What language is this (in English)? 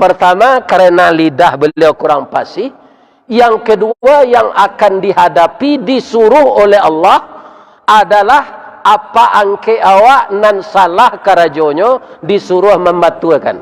Minangkabau